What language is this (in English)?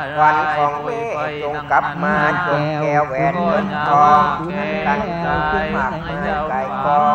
Thai